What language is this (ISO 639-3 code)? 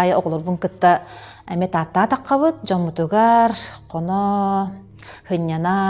sah